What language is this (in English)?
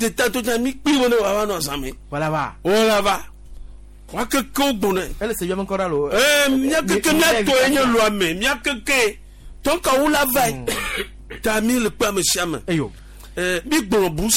Gen